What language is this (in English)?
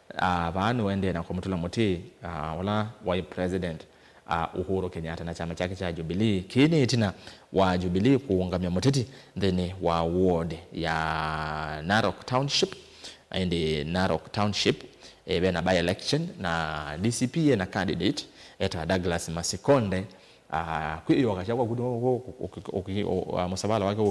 Kamba